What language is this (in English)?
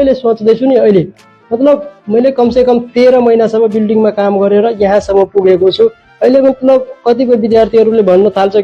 Nepali